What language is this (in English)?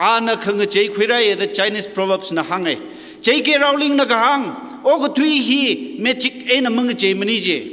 Tangkhul Naga (India)